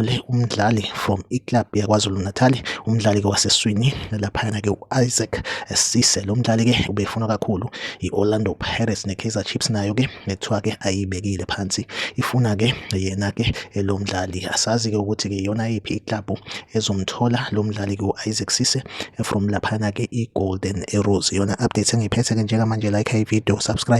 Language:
Zulu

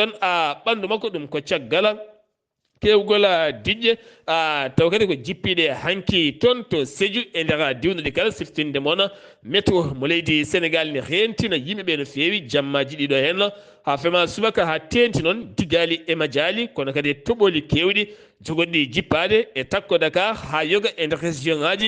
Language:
Fula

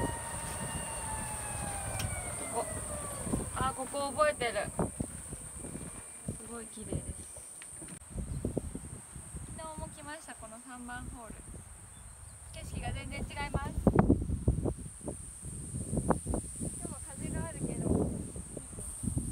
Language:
Japanese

